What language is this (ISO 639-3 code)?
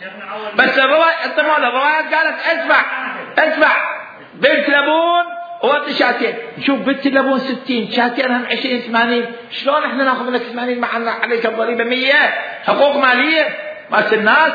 acm